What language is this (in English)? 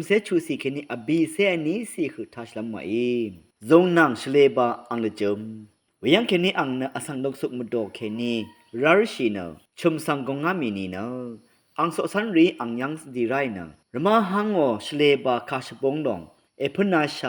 Rawang